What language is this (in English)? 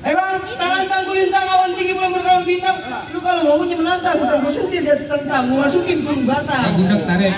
Betawi